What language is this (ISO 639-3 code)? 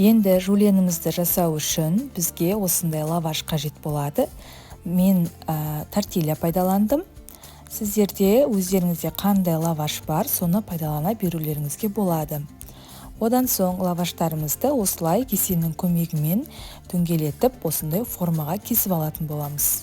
kaz